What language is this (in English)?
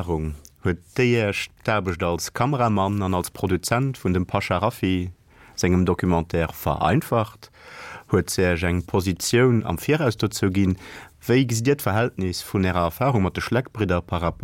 Luxembourgish